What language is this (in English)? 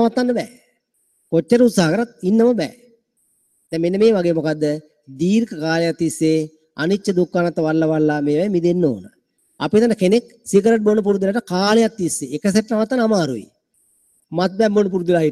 Sinhala